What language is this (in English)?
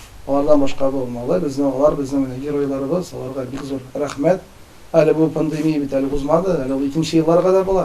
Tatar